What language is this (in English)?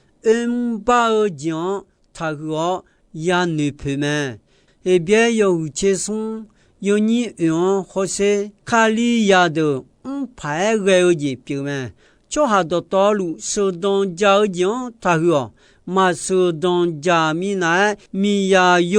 Akha